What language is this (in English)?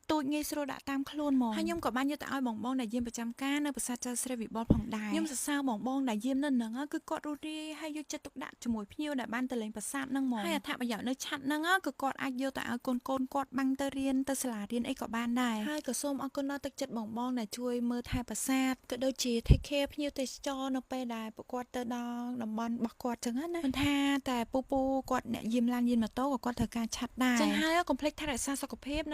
Khmer